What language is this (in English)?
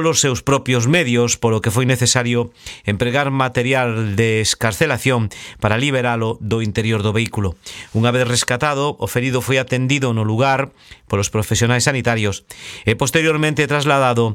Galician